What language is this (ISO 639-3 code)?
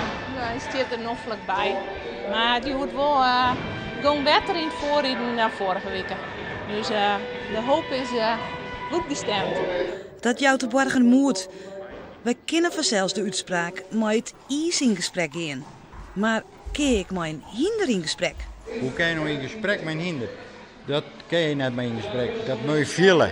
fry